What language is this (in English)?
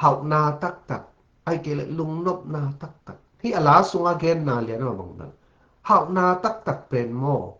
Tedim Chin